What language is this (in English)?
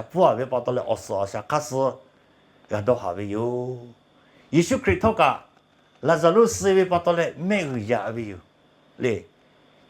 Lahu